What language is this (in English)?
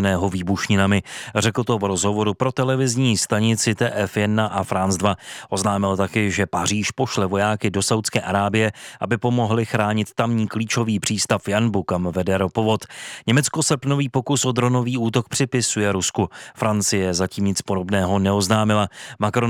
Czech